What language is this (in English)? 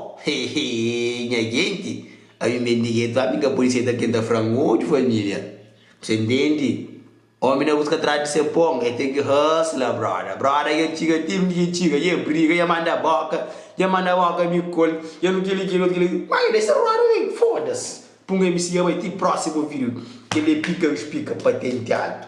Kabuverdianu